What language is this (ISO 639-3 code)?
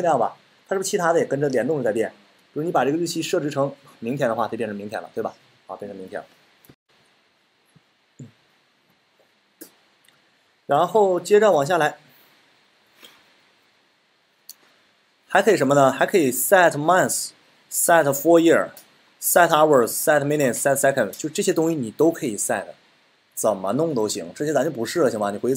zho